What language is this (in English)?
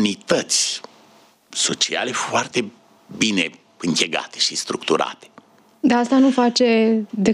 Romanian